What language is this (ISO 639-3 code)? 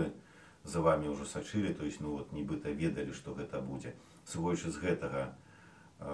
bel